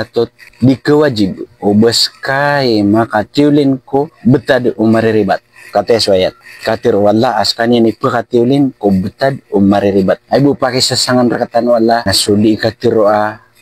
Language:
Maranao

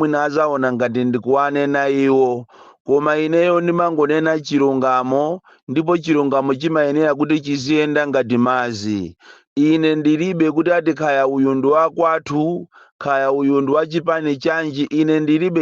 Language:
Nyanja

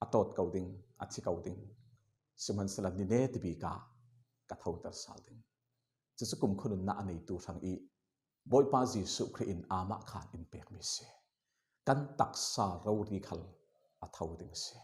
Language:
Falam Chin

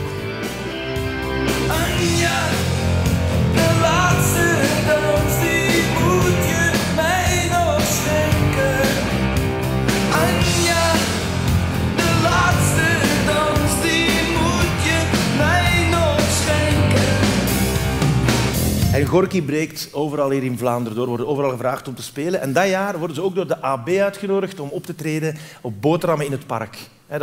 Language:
Dutch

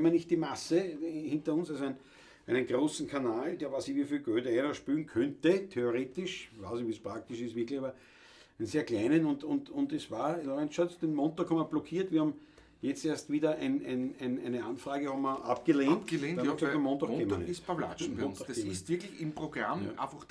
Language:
Bavarian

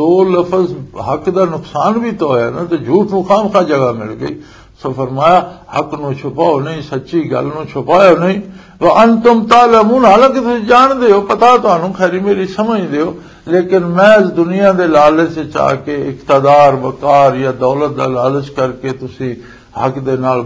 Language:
Western Panjabi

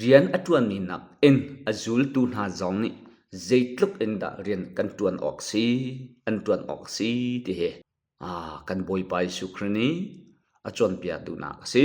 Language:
Hakha Chin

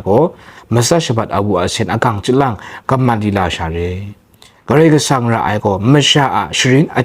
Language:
Kachin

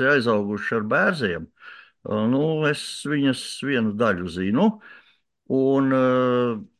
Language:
Latvian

